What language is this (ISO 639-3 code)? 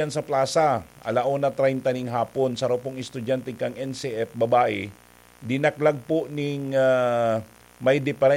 bik